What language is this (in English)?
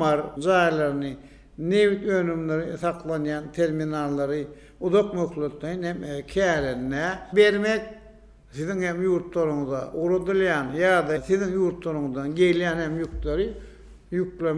Turkmen